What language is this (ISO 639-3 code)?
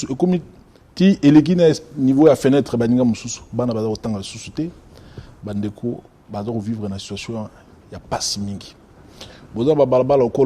lin